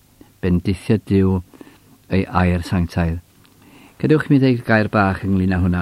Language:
Welsh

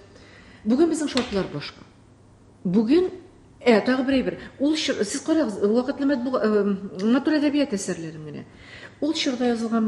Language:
Tatar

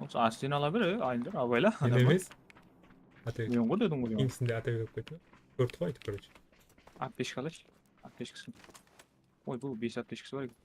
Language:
Kara-Kalpak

